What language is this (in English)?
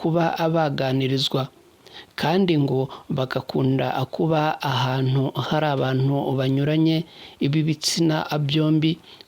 Kinyarwanda